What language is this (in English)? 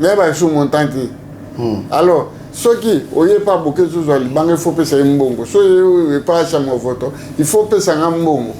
Lingala